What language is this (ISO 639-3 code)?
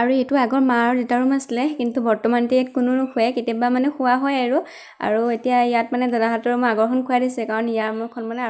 asm